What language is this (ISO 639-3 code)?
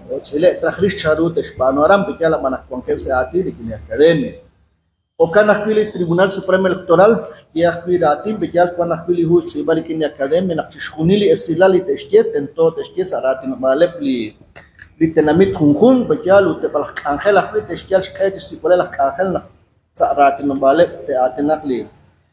kek